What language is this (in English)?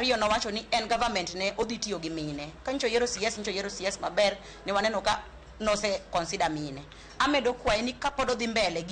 Luo (Kenya and Tanzania)